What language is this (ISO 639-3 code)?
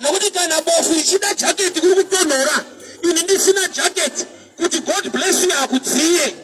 sna